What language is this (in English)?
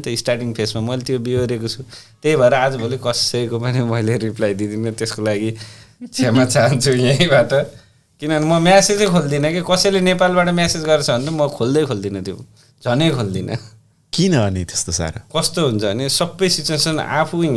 Nepali